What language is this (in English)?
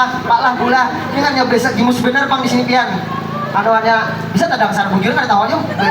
Banjar